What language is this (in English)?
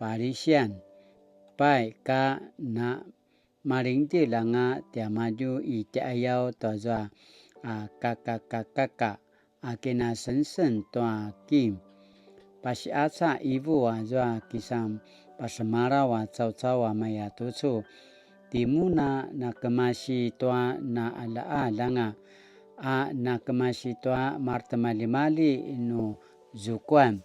Paiwan